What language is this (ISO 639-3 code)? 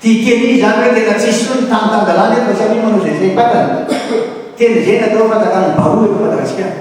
mlg